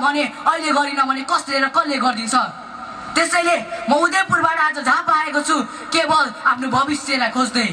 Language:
Nepali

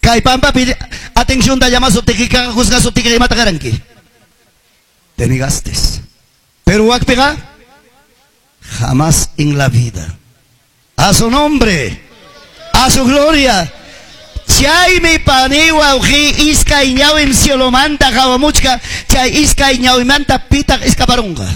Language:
Quechua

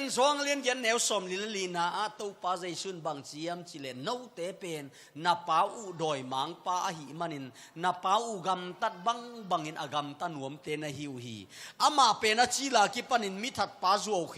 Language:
Tedim Chin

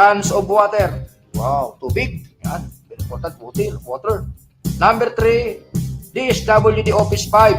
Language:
Bikol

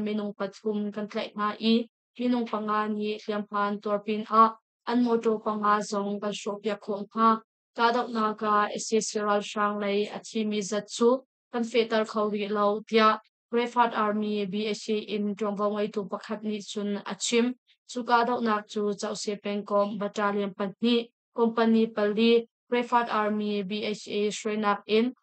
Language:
Hakha Chin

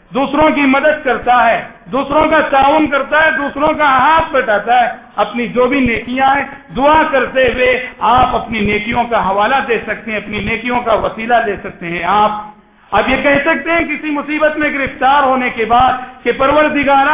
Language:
Urdu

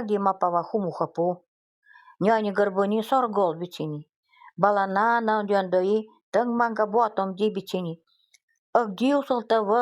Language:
Nanai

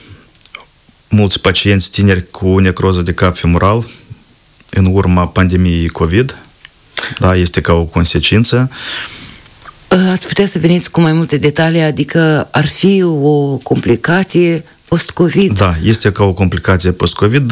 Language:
Romanian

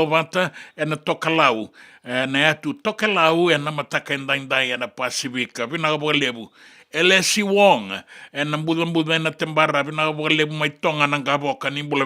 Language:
Fijian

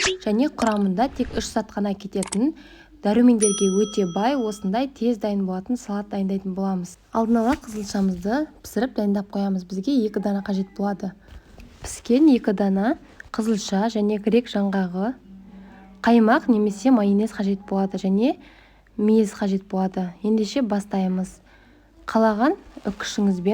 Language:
Kazakh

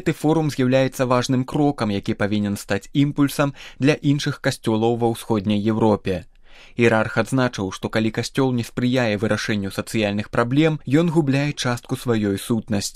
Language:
Belarusian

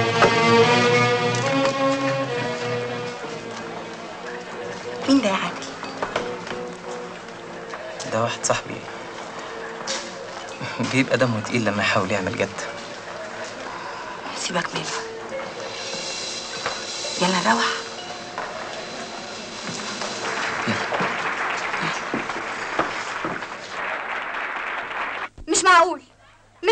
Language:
Egyptian Arabic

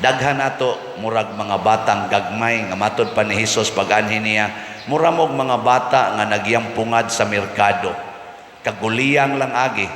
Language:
Cebuano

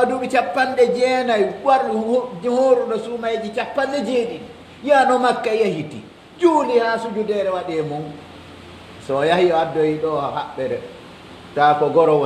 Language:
Pular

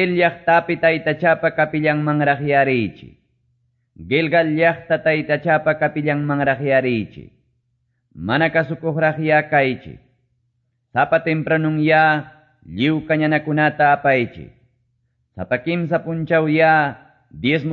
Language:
Quechua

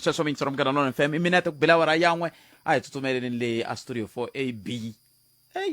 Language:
Tsonga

